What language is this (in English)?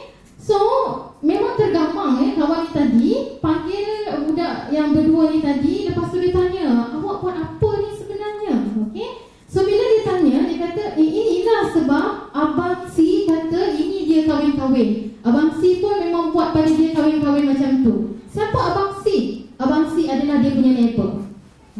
Malay